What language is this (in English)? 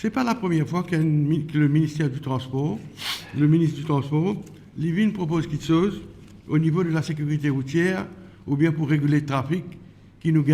Morisyen